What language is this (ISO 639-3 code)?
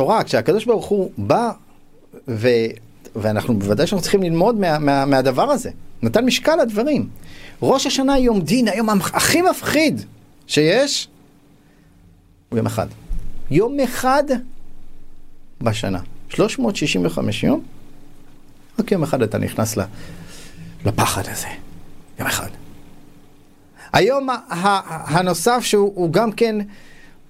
heb